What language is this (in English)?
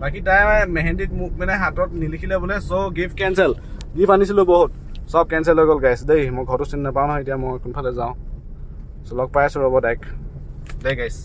Assamese